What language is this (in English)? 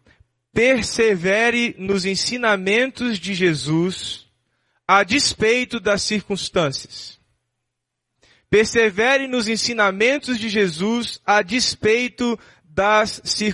Portuguese